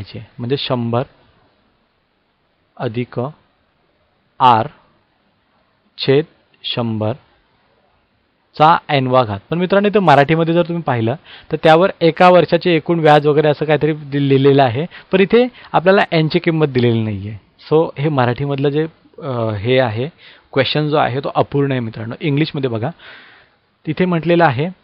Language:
Marathi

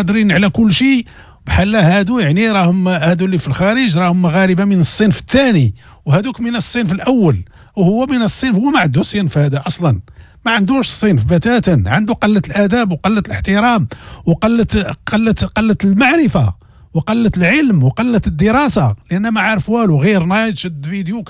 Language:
Moroccan Arabic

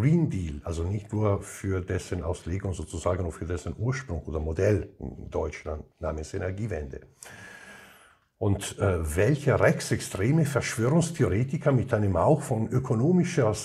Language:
German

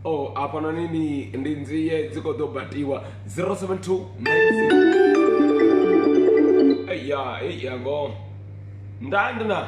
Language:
Venda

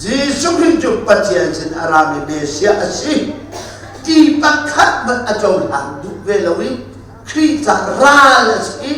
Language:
Hakha Chin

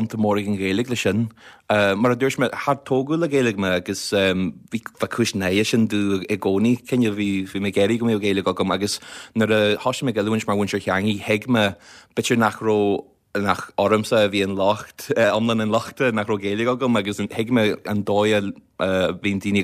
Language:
Irish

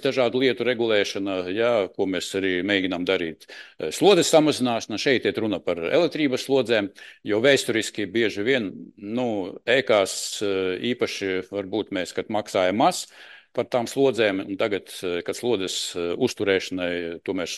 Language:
Latvian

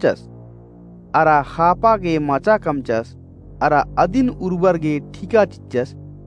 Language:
Kurukh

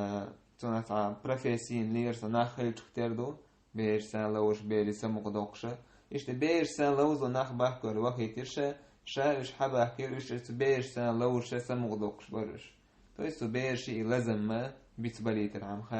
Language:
Chechen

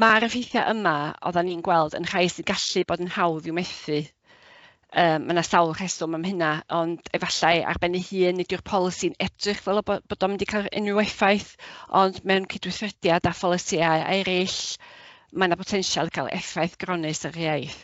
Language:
Welsh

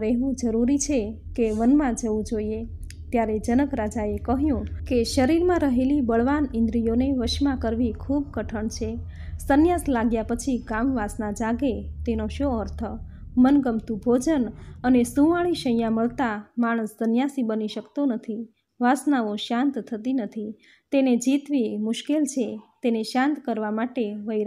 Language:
Gujarati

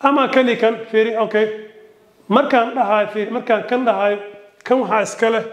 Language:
Somali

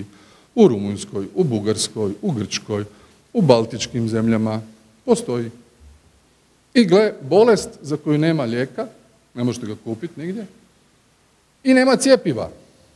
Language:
Croatian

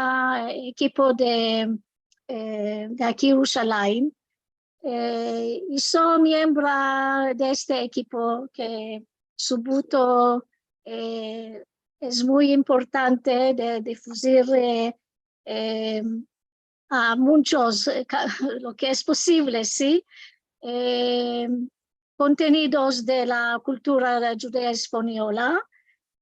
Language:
Ladino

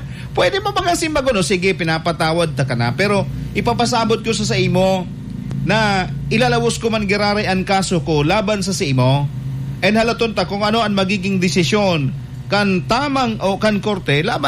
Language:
Bikol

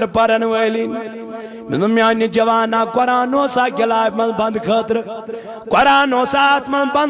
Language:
Kashmiri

